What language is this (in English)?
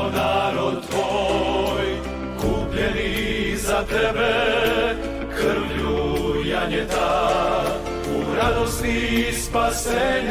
Croatian